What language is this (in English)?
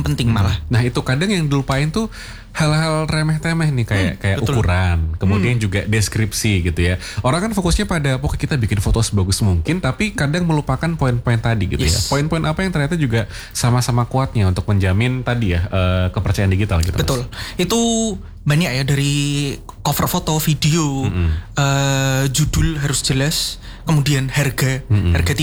Indonesian